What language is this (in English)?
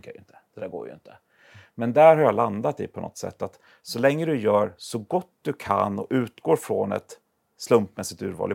Swedish